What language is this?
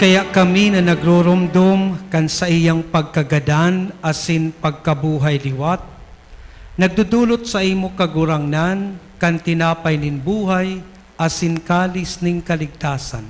Bikol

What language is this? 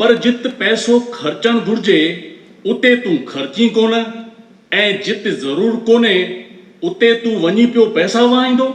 Sindhi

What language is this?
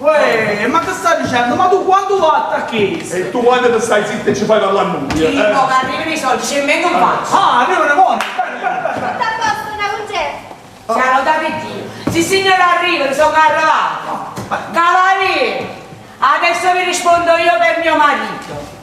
Neapolitan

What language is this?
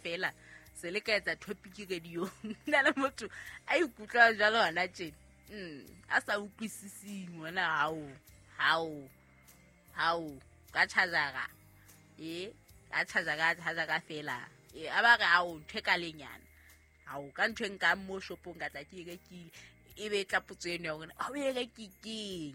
Southern Sotho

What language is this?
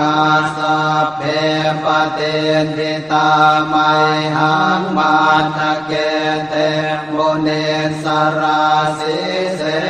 Pali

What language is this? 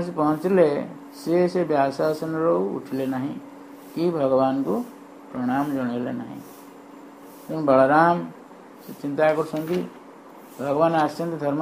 Odia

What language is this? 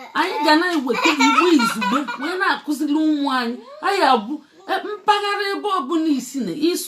Igbo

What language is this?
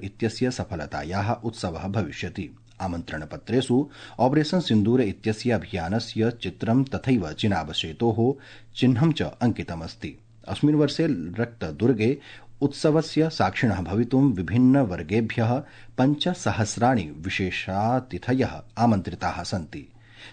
Sanskrit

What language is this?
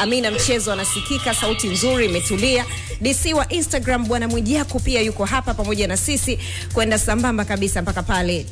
Swahili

